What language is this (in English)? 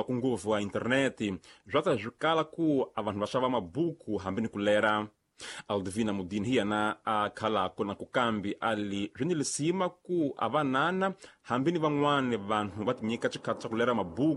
Tsonga